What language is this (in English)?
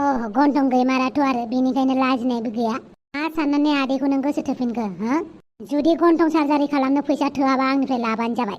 Bodo